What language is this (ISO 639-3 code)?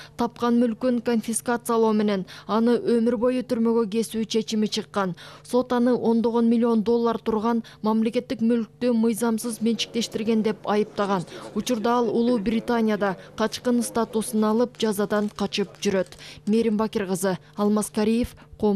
kir